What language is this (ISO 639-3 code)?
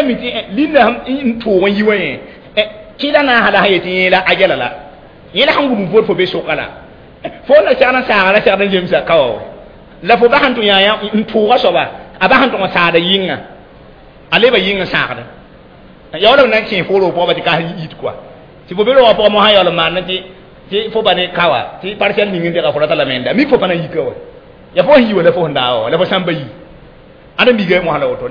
mos